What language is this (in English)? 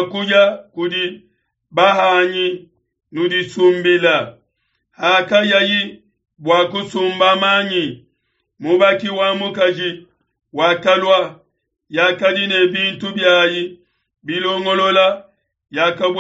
Luba-Lulua